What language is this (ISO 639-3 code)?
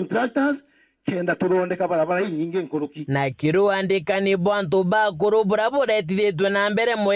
mer